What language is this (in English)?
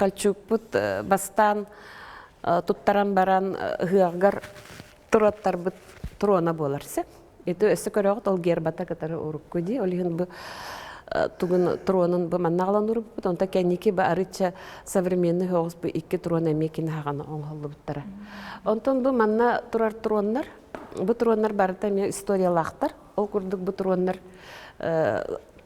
Yakut